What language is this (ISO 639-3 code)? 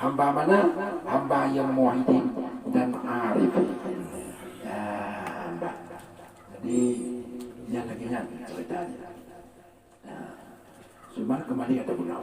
ace